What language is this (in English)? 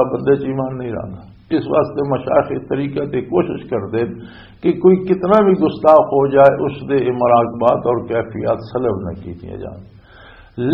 Western Panjabi